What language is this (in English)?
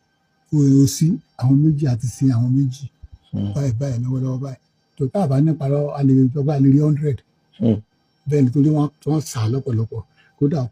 Yoruba